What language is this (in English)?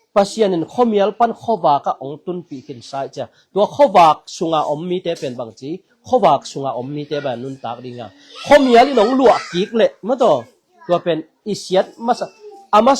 Tedim Chin